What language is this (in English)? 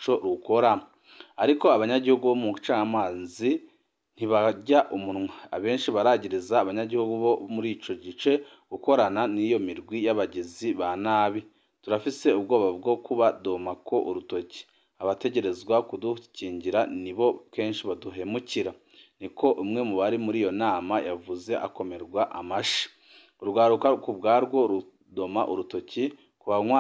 Rundi